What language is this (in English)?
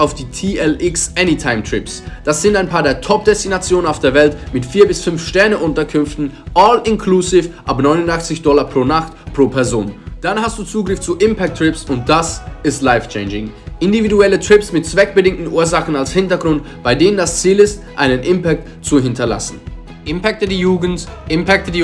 Swiss German